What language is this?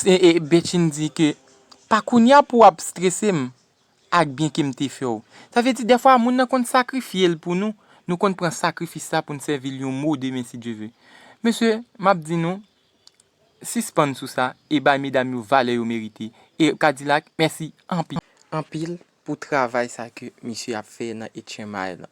Haitian Creole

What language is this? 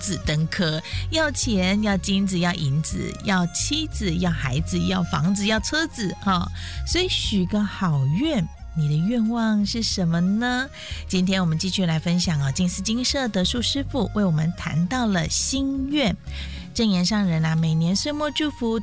Chinese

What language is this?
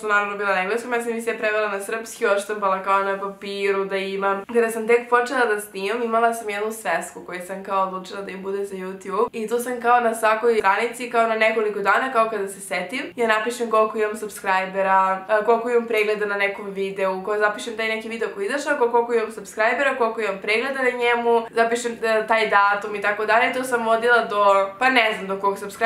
Serbian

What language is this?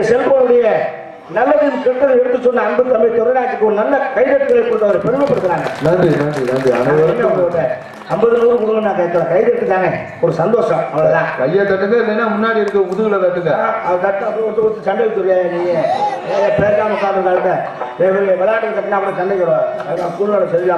Tamil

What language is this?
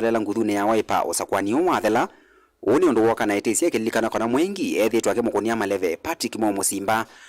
Kamba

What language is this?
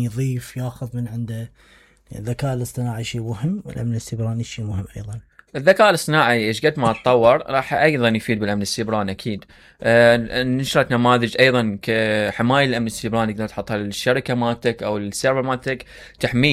Mesopotamian Arabic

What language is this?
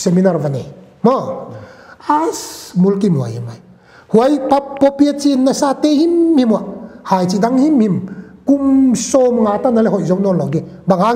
Paite Chin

